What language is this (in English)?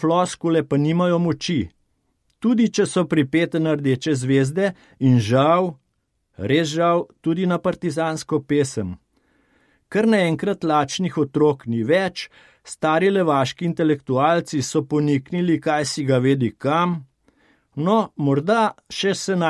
Slovenian